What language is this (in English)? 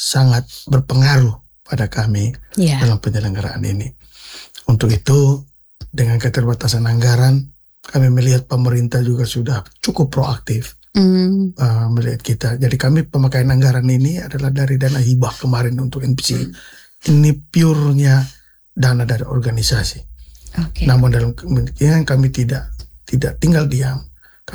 Indonesian